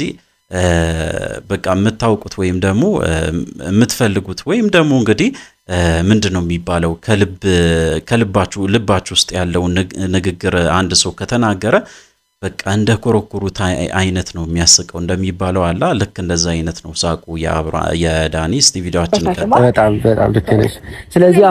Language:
Amharic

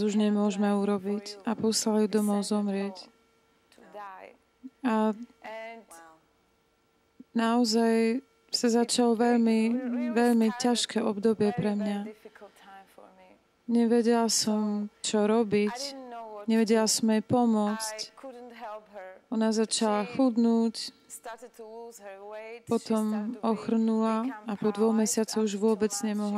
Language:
Slovak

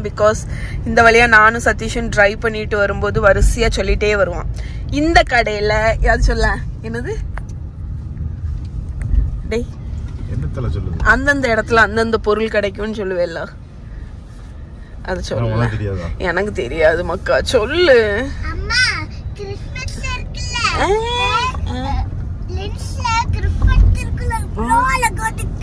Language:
Tamil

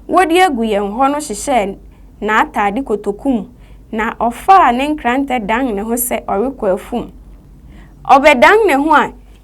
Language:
Akan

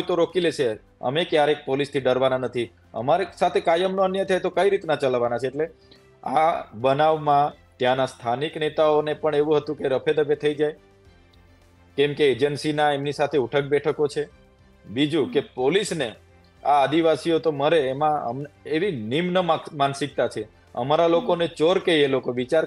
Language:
Gujarati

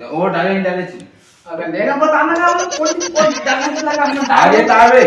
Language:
Chhattisgarhi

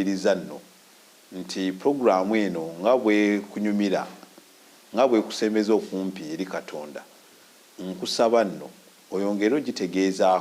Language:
Ganda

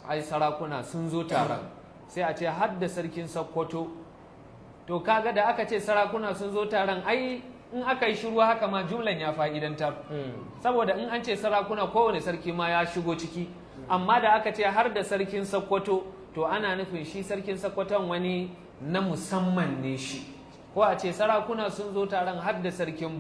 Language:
Hausa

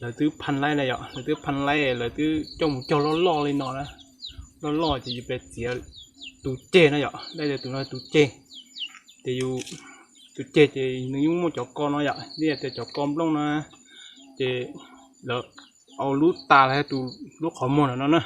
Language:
Hmong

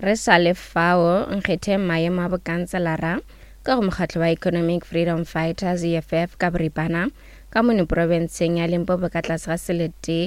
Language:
Northern Sotho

